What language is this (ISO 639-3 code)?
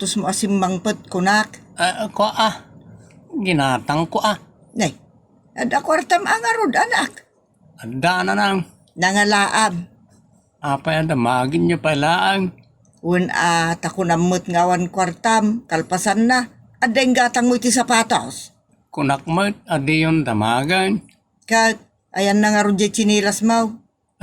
ilo